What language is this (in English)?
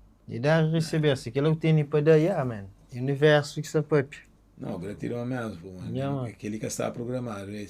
Kabuverdianu